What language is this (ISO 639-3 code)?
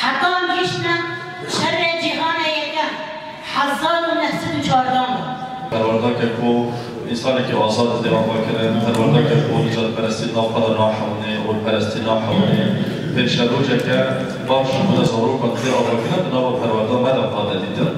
kur